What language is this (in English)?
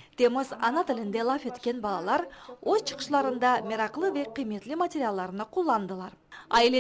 Crimean Tatar